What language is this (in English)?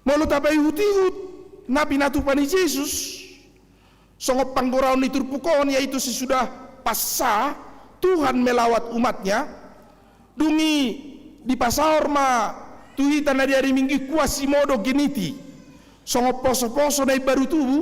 Batak Toba